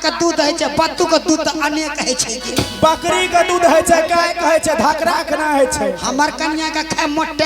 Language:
Angika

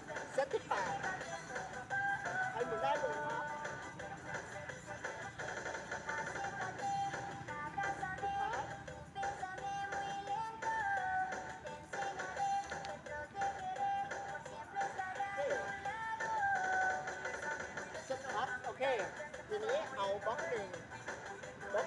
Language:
Thai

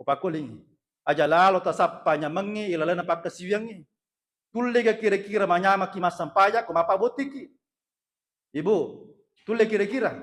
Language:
Buginese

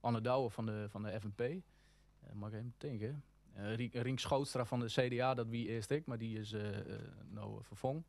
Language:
Western Frisian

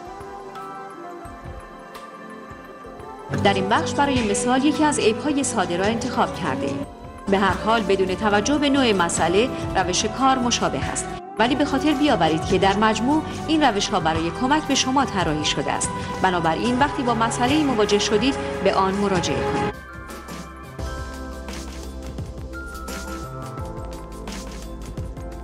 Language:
Persian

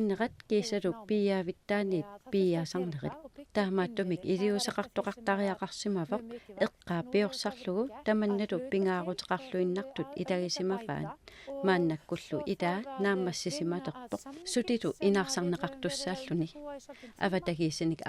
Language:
Kalaallisut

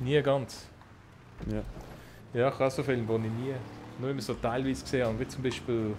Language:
Swiss German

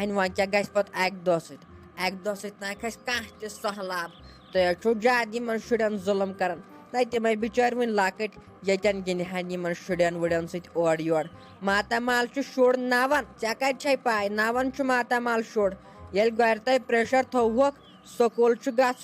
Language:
Kashmiri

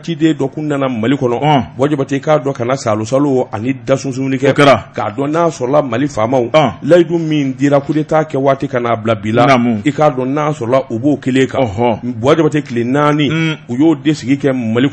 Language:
Bambara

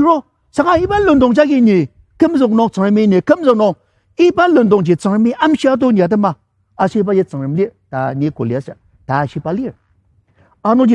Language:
Ao Naga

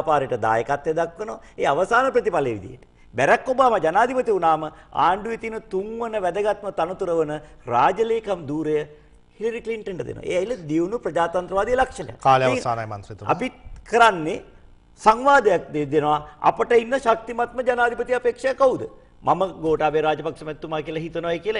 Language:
Sinhala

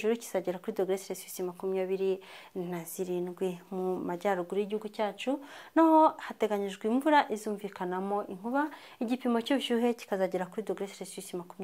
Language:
Kinyarwanda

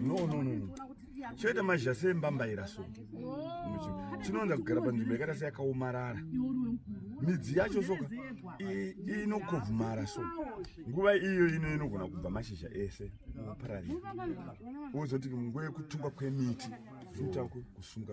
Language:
Shona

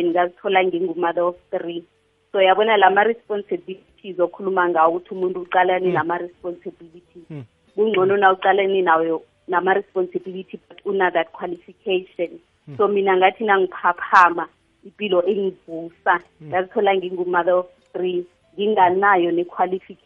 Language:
South Ndebele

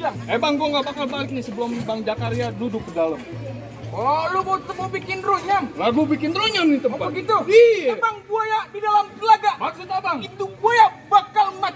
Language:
Betawi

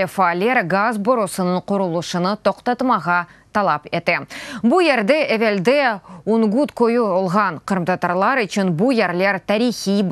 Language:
Crimean Tatar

